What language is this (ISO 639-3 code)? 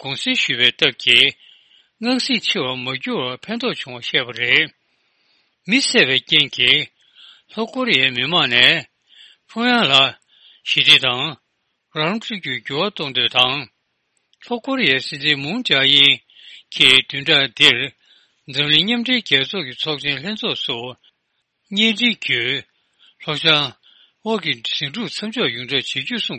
bod